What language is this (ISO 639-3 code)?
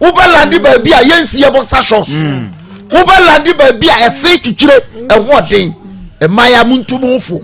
aka